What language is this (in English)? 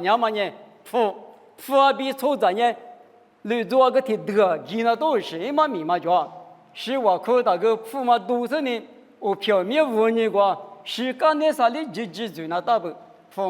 Lisu